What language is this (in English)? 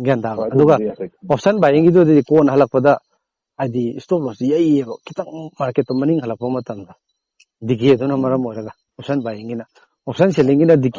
Manipuri